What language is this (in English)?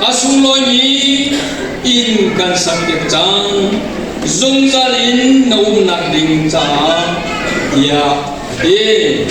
Hakha Chin